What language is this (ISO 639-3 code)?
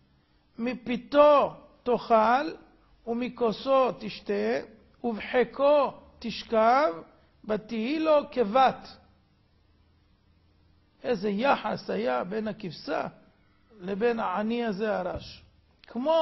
heb